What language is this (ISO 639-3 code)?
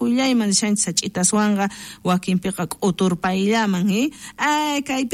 quh